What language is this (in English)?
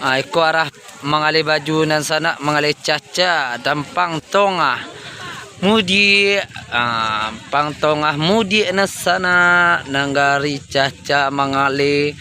Minangkabau